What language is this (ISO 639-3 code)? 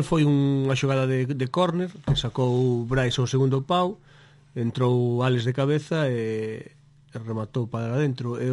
glg